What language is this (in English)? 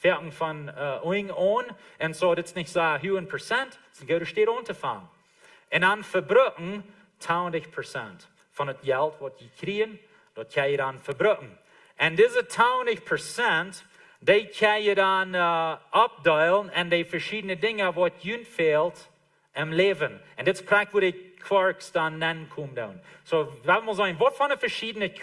Plautdietsch